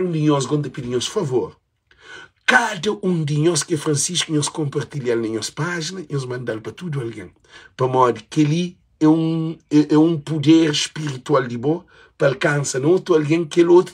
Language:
Kabuverdianu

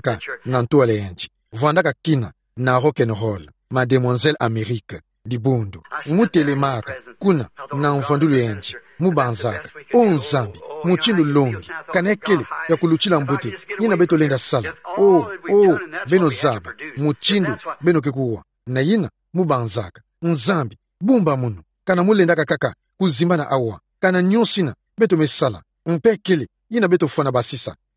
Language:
Kituba (Democratic Republic of Congo)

